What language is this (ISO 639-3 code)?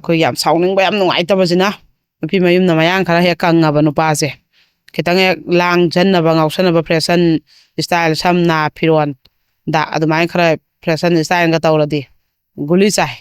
mni